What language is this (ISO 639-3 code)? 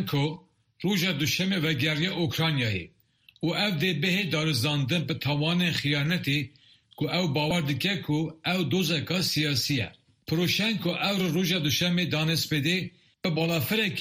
kur